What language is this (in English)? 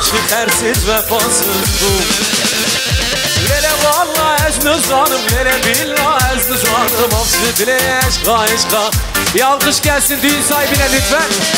Turkish